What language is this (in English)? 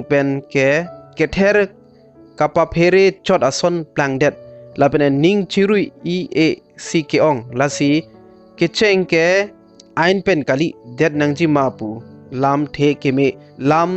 Karbi